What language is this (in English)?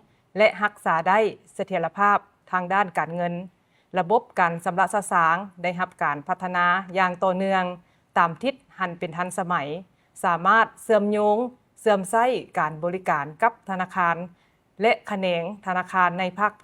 Lao